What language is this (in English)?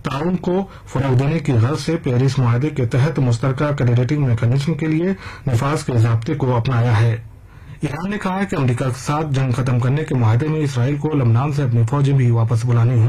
Urdu